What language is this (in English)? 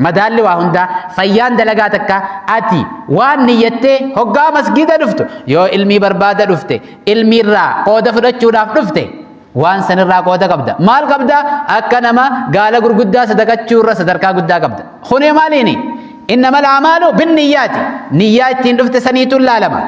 Oromo